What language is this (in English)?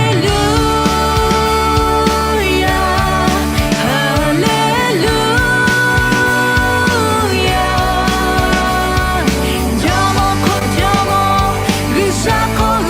Lahu